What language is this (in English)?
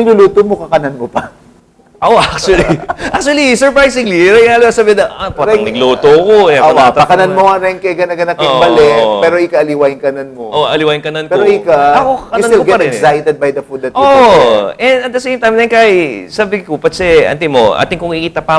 Pampanga